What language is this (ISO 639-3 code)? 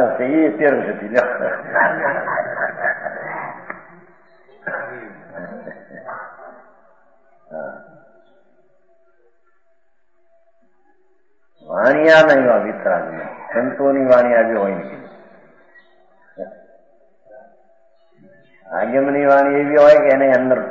guj